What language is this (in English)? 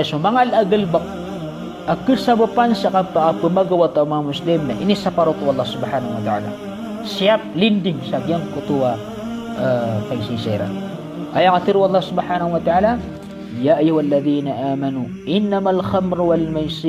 Maranao